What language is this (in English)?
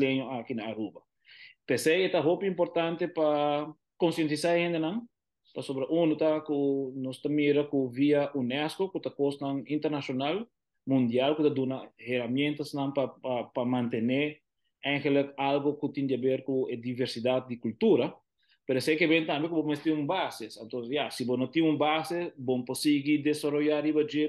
Papiamento